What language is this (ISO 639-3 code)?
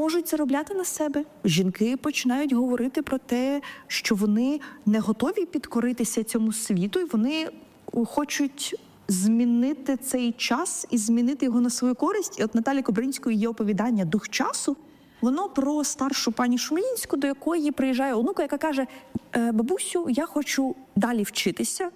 ukr